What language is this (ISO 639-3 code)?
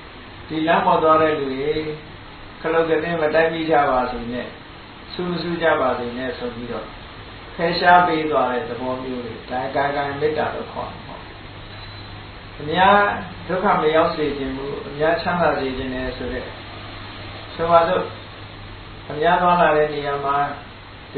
mya